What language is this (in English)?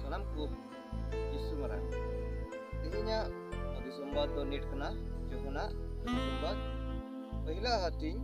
Santali